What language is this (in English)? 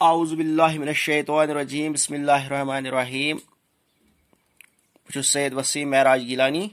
Kashmiri